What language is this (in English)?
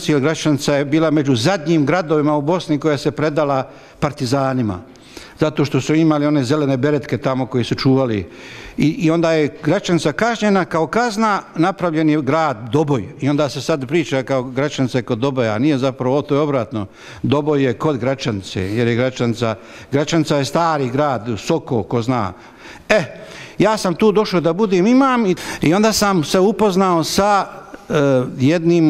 Bosnian